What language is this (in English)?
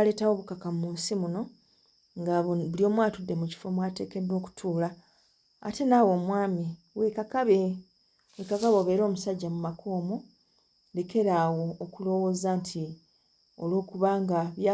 Ganda